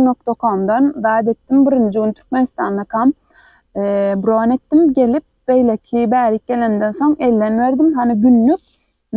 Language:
Turkmen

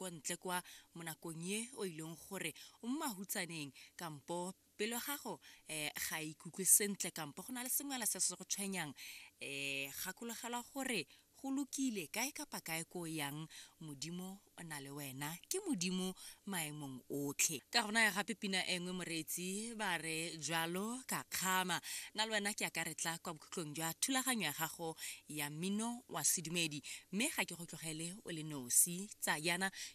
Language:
Tswana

